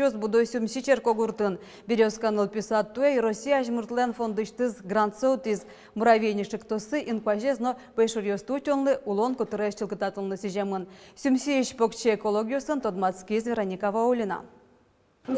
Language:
Udmurt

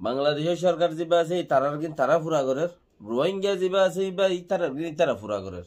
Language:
Rohingya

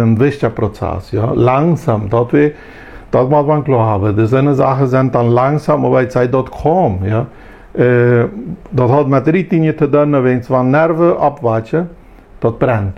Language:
Plautdietsch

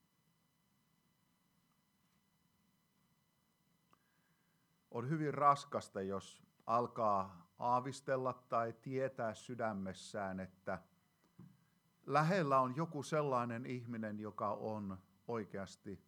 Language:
Finnish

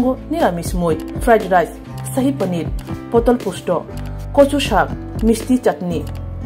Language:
Kok Borok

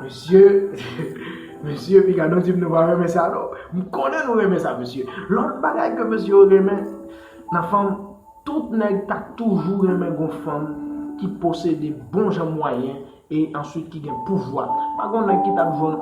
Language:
Haitian Creole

